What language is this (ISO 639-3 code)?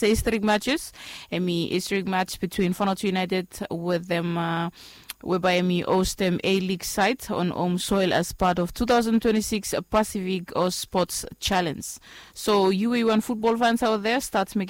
bis